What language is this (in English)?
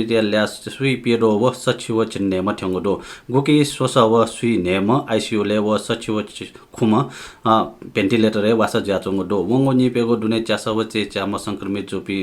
Newari